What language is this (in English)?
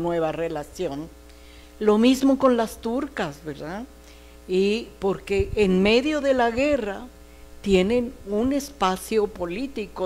Spanish